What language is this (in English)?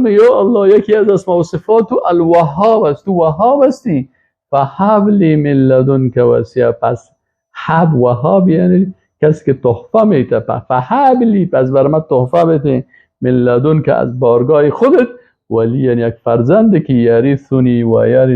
Persian